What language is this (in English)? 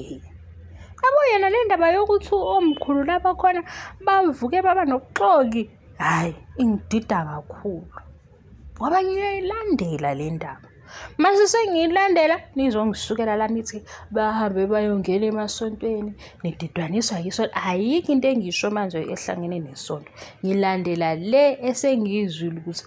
Zulu